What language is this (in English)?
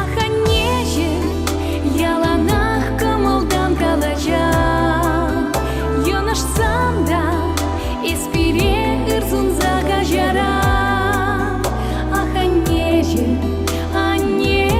Chuvash